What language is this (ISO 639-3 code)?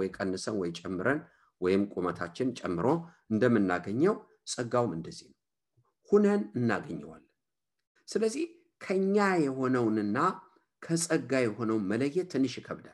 amh